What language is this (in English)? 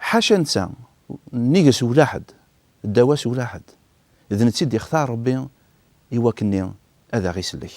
Kabyle